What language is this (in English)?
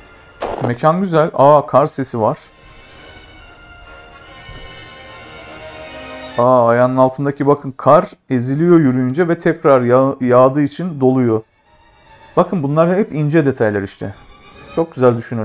Turkish